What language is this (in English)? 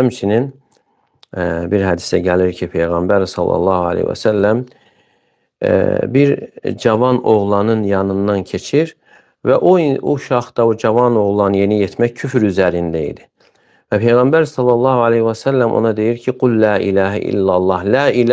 Azerbaijani